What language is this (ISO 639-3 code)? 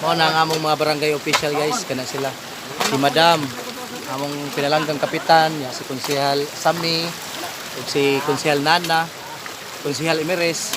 ceb